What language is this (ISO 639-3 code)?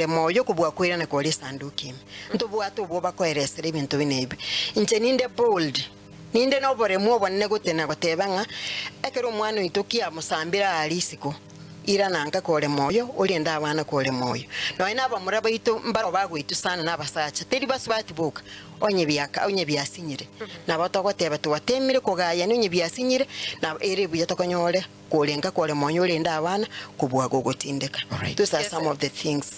guz